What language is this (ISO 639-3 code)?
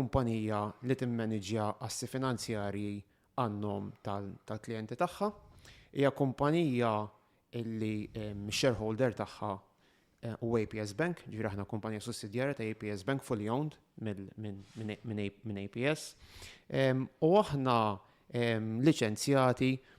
mlt